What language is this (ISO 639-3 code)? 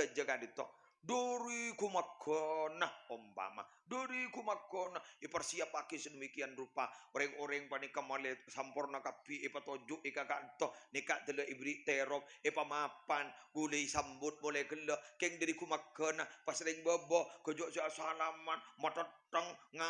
mad